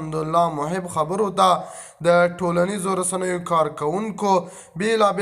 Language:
Pashto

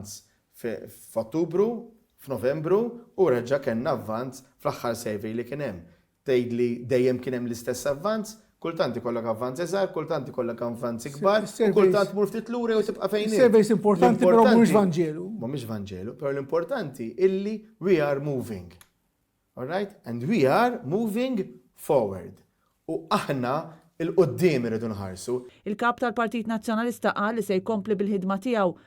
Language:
Maltese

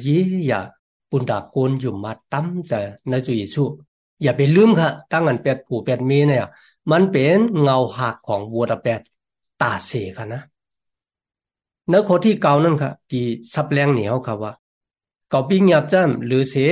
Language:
Thai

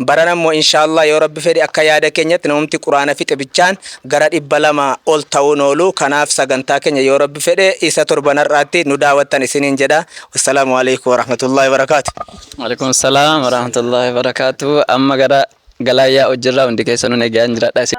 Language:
Oromo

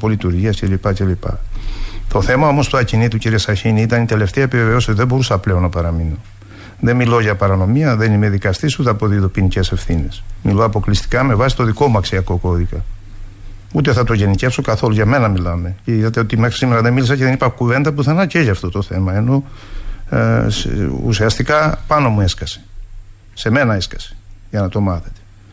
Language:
Greek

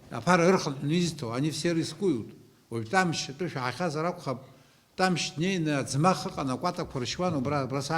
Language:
Abkhazian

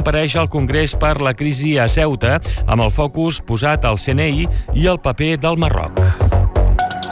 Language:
Catalan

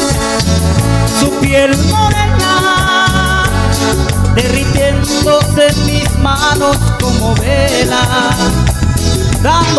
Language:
Spanish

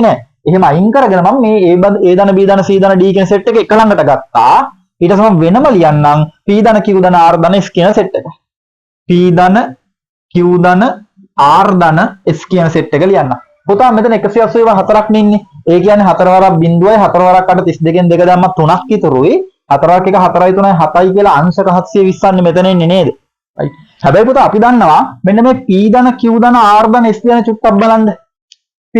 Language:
Sinhala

